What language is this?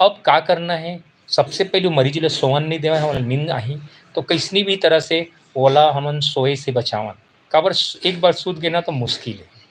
Chhattisgarhi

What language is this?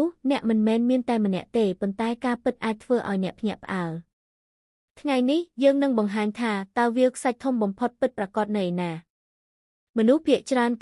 Khmer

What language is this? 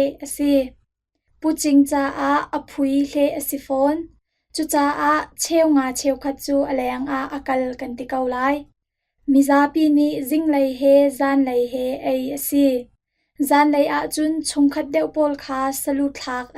Hakha Chin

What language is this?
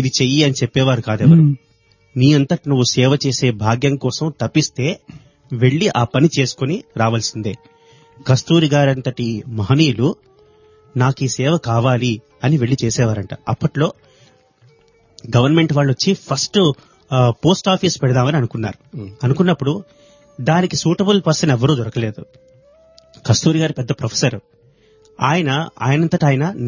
Telugu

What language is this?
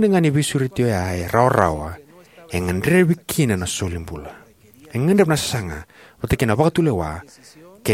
Fijian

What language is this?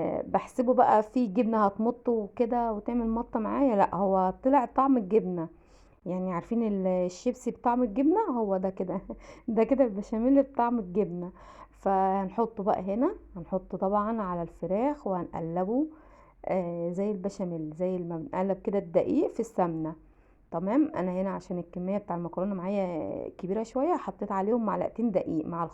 Egyptian Arabic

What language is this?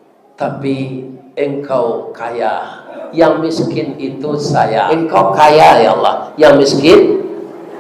Minangkabau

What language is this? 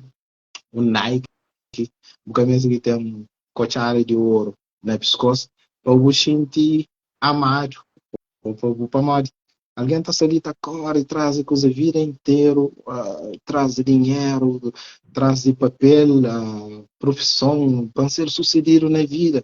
Kabuverdianu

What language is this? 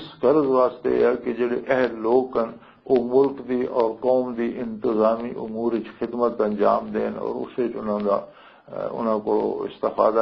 Western Panjabi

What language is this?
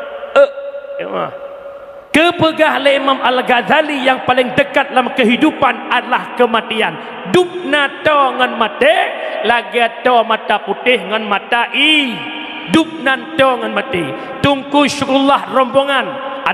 Achinese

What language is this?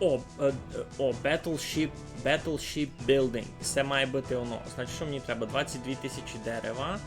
Rusyn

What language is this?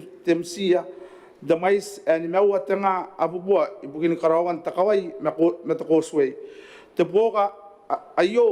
Gilbertese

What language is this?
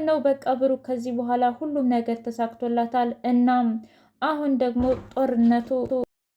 Amharic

